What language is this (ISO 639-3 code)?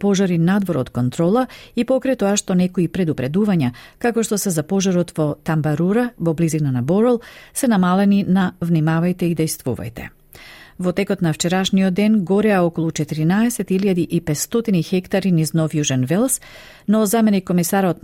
mkd